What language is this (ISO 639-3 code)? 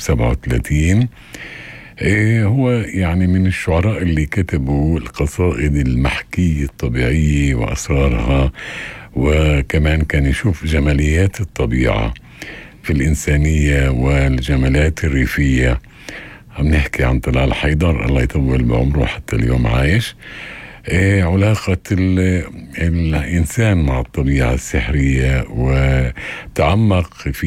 apc